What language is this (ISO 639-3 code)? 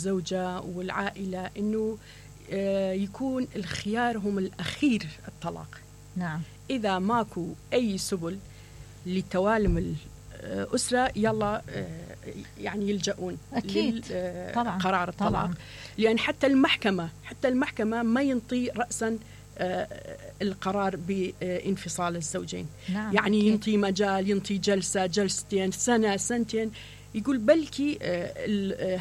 acm